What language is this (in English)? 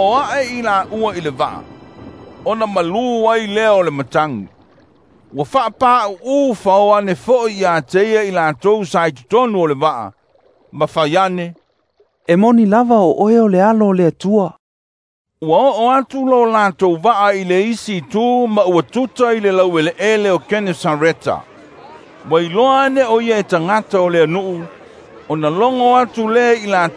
Samoan